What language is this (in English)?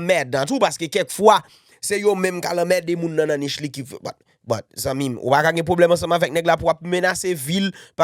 Haitian Creole